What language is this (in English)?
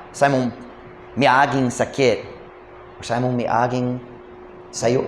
Cebuano